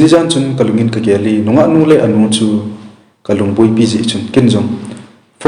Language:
Thado Chin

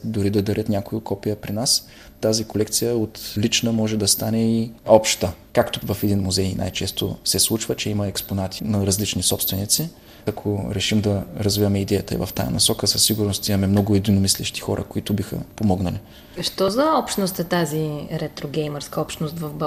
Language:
Bulgarian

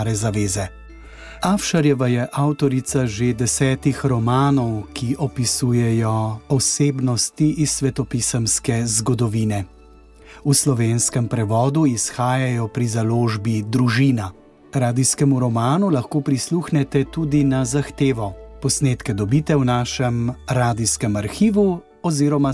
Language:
Slovenian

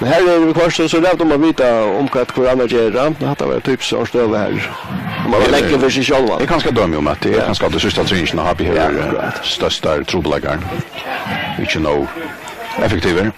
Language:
Faroese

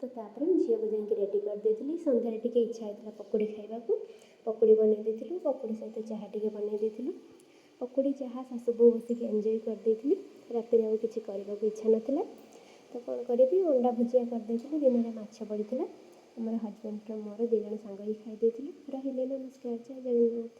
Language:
Odia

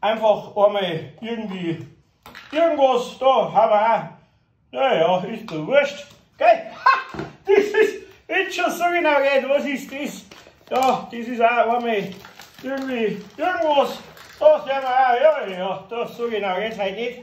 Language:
Bavarian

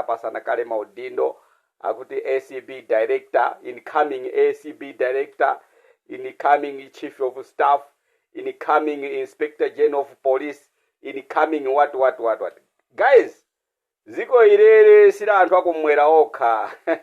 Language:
Nyanja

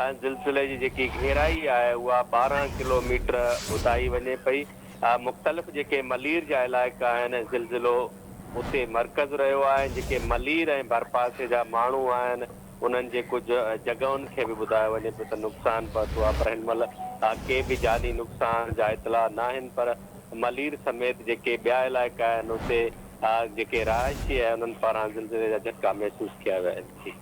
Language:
Sindhi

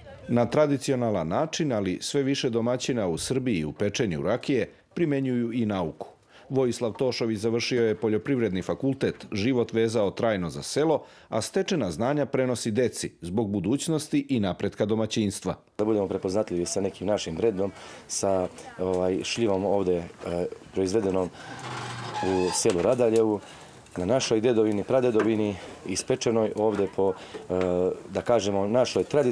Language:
Serbian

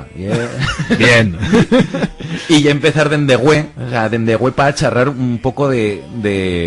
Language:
Aragonese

